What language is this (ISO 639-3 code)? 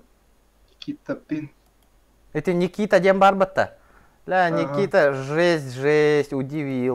sah